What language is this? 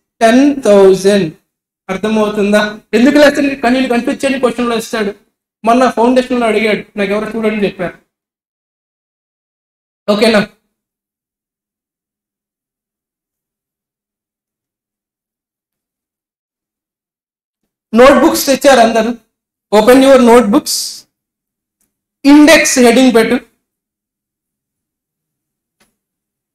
Telugu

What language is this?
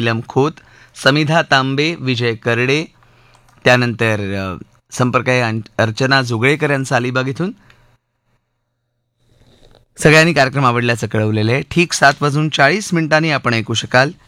Marathi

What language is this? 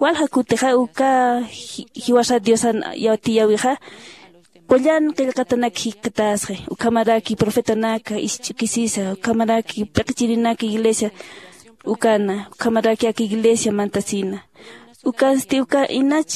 Aymara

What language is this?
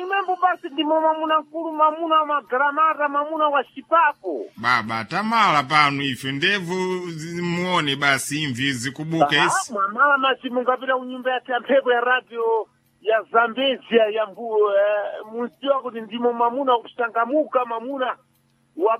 Sena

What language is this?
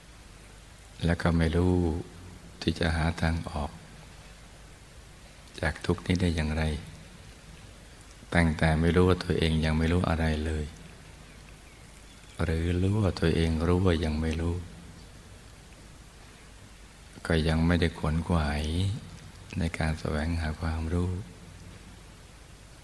Thai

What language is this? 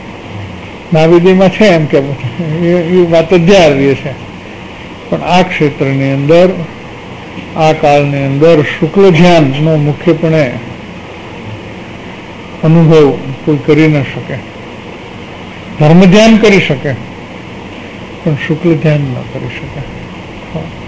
Gujarati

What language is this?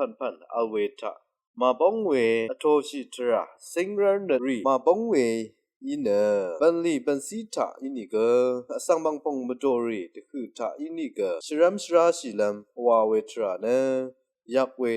Rawang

